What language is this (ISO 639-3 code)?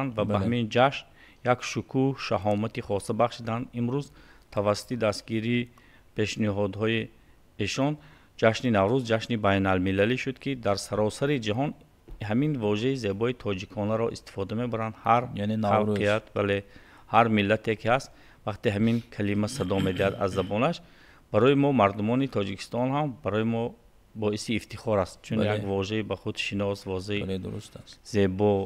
tgk